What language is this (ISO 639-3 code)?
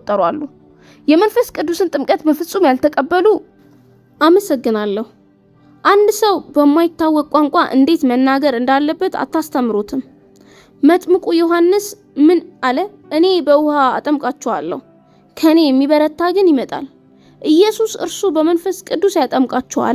amh